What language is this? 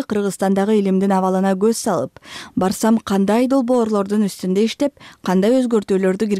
Kyrgyz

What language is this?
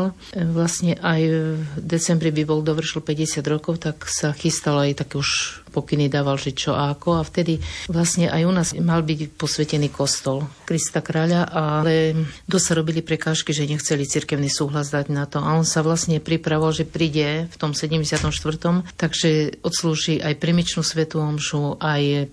Slovak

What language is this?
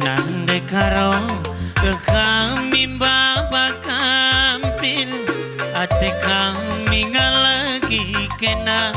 Batak Karo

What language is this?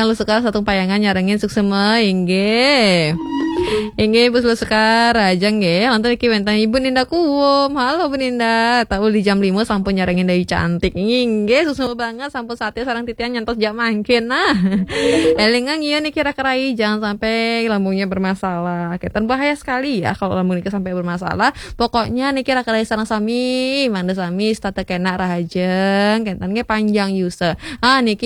Balinese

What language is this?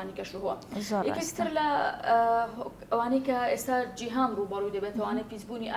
Central Kurdish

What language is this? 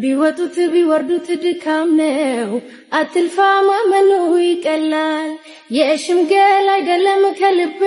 Amharic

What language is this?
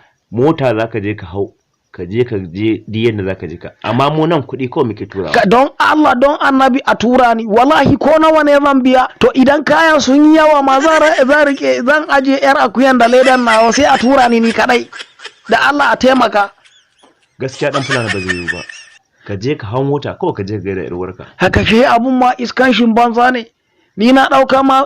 Hausa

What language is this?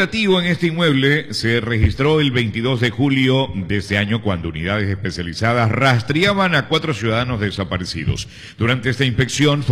Spanish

